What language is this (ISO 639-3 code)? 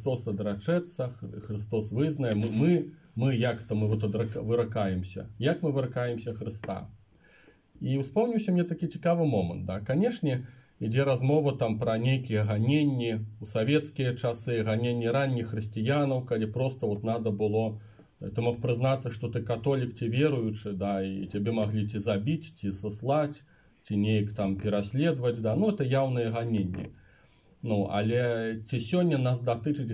bel